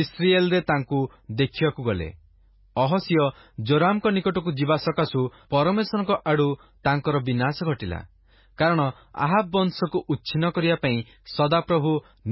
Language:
Odia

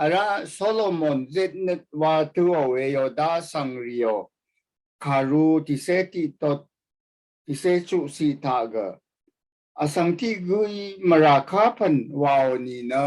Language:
Rawang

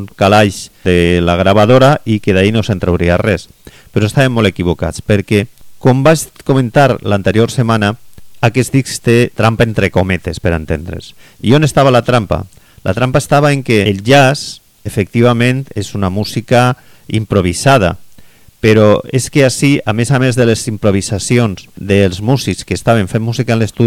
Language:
Catalan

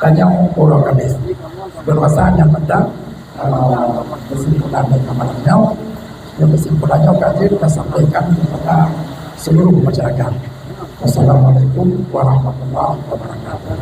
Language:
Achinese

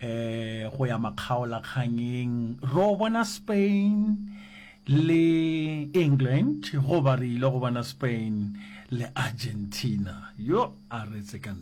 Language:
Northern Sotho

